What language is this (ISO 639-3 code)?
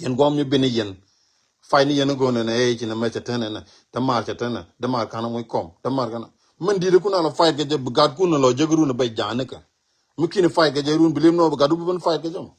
nus